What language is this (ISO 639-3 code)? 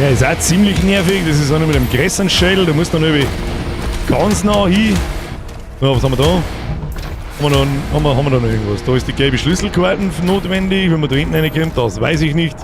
bar